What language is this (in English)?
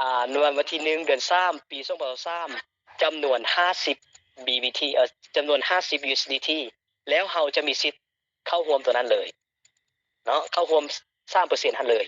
Lao